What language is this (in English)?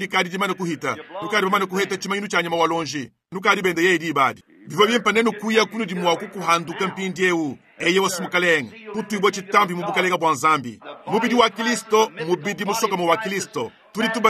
Luba-Lulua